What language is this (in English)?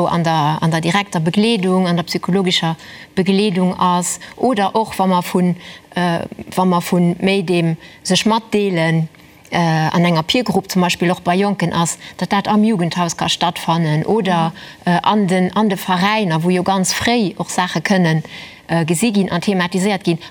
Luxembourgish